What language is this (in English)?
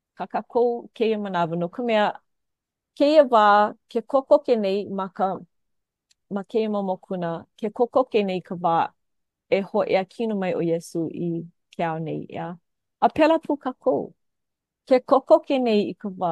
Hawaiian